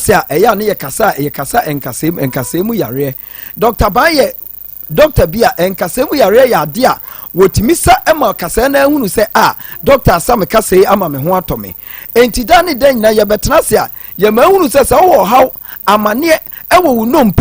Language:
Akan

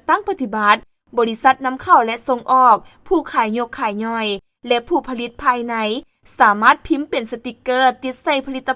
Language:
Lao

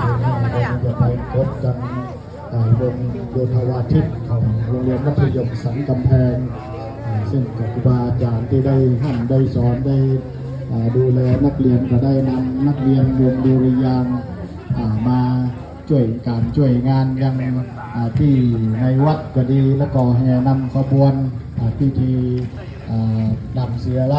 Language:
Lao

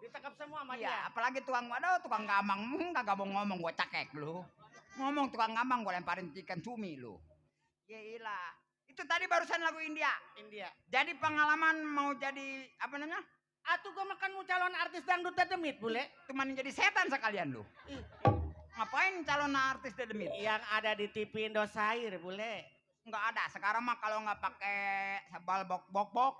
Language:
Betawi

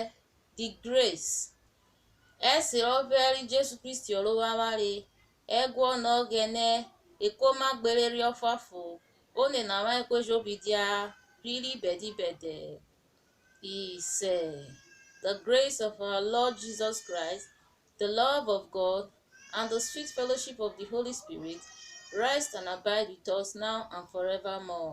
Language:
Urhobo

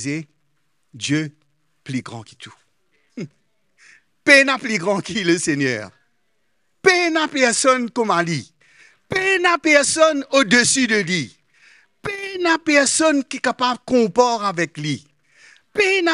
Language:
Morisyen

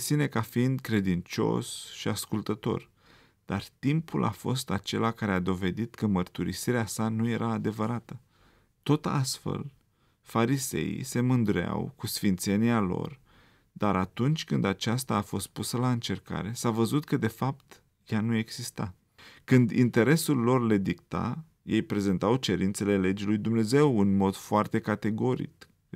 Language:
Romanian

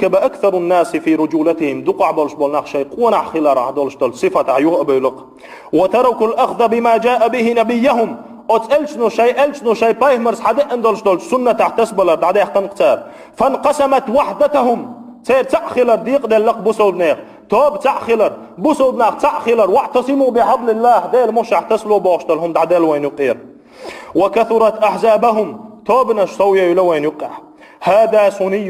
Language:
Chechen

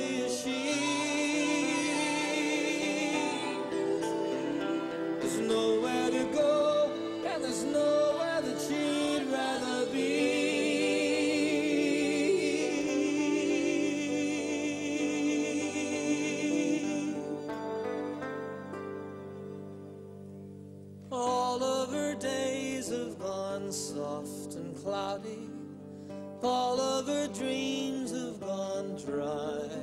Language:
English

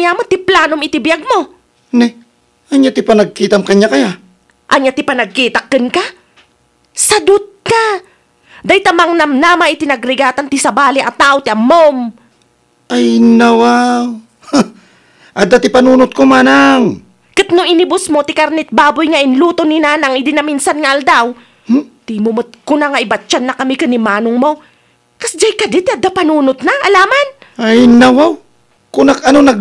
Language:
Iloko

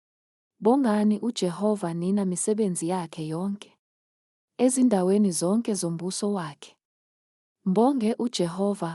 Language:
Zulu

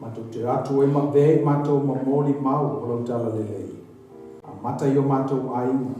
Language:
Samoan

